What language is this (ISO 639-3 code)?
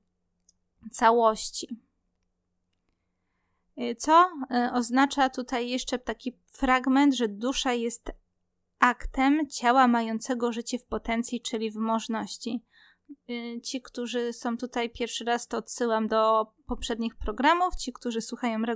pol